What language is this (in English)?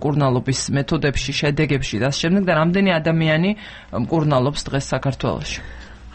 Georgian